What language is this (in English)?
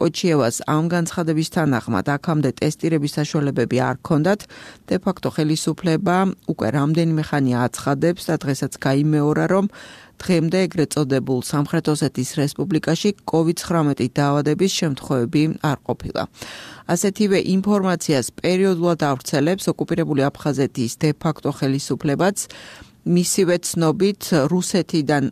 Georgian